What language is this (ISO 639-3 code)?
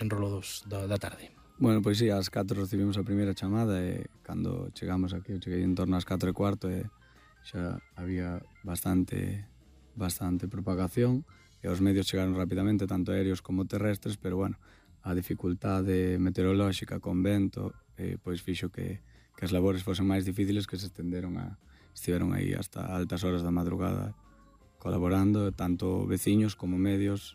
glg